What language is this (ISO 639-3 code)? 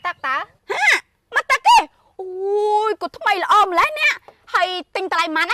khm